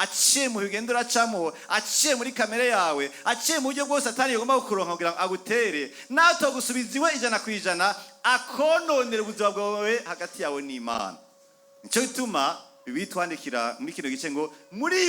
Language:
Rundi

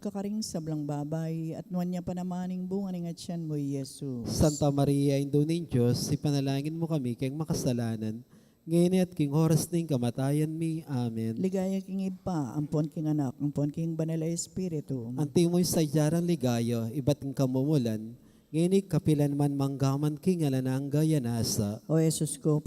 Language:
Pampanga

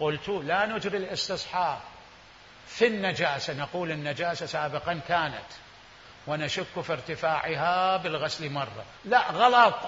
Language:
Mesopotamian Arabic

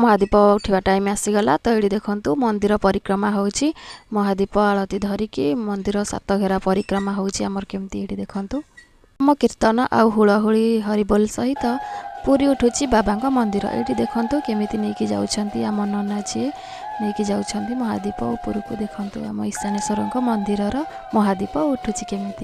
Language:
Odia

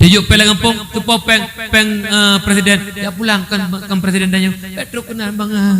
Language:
Achinese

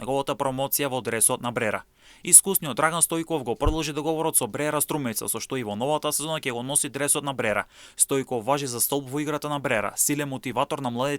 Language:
Macedonian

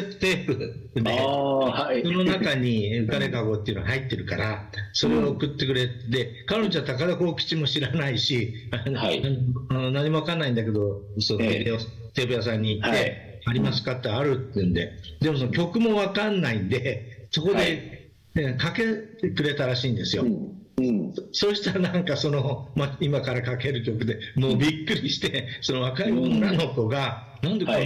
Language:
Japanese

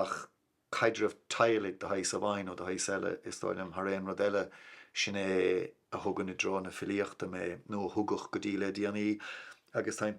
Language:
Irish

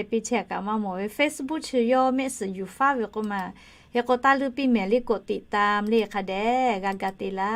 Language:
Lahu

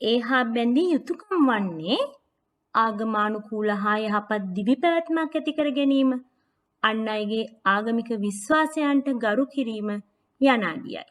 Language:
Sinhala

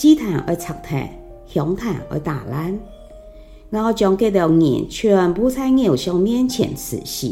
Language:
Hakka Chinese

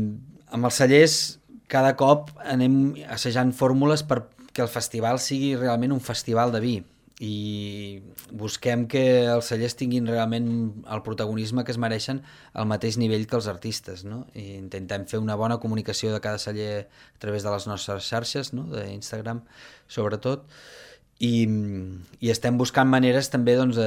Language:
Catalan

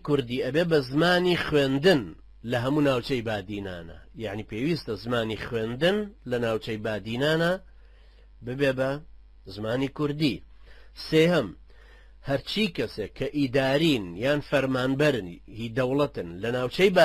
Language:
Central Kurdish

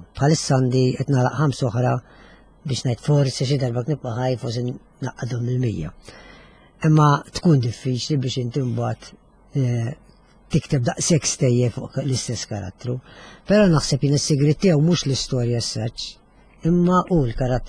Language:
Maltese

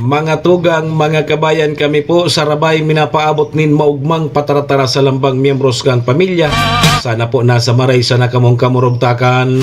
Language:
Bikol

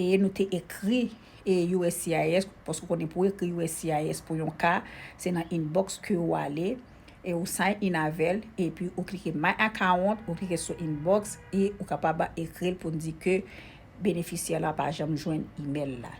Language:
Haitian Creole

